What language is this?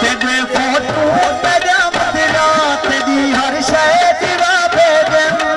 Saraiki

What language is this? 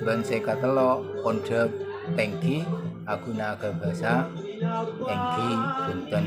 Madurese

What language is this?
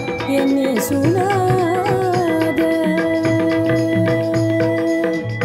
Tamil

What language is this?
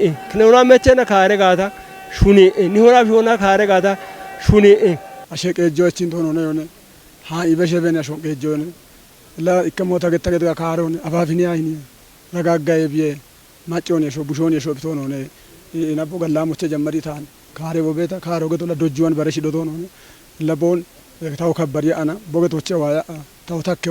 Kafa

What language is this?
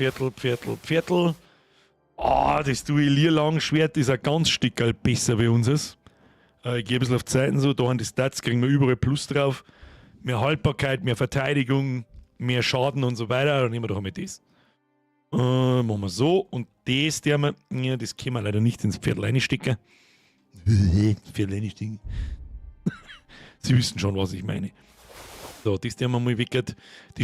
Bavarian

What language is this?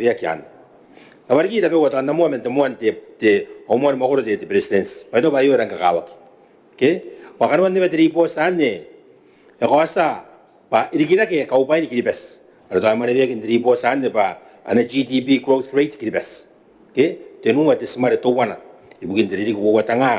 Gilbertese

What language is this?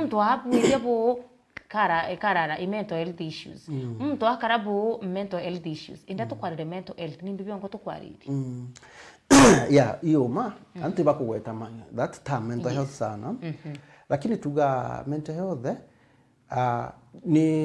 Meru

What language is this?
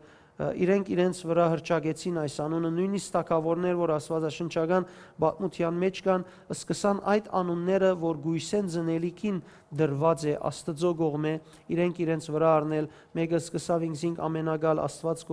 Western Armenian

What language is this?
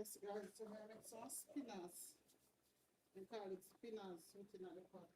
Jamaican Creole English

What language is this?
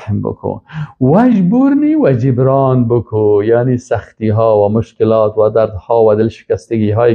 Persian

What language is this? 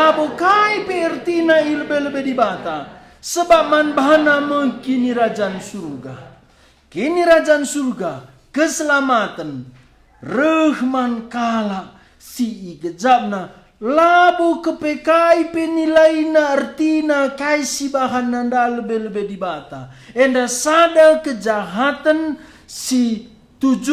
Batak Karo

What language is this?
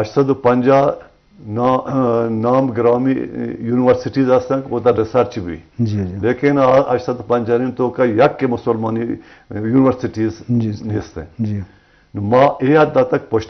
Eastern Balochi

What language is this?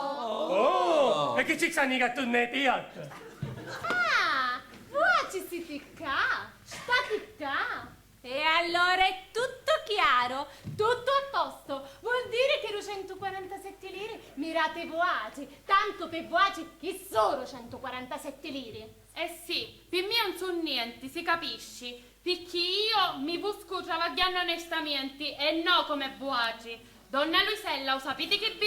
Sicilian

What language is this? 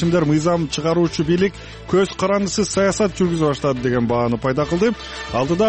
Kyrgyz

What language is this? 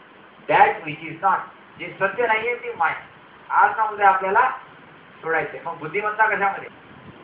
Marathi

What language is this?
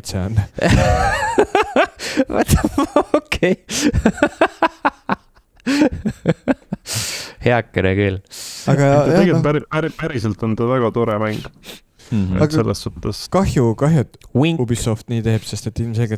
Estonian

